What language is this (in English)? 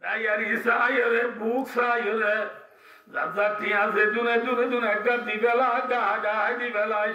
Rohingya